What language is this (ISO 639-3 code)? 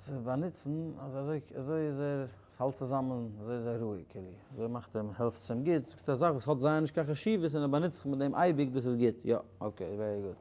yid